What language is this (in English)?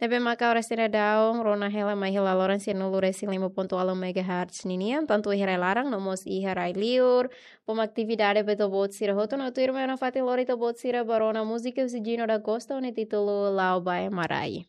Tetum